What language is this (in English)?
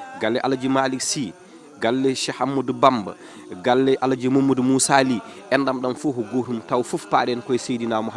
Fula